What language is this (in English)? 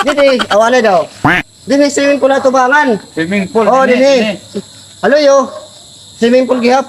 Waray